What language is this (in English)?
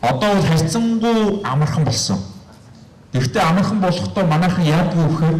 Mongolian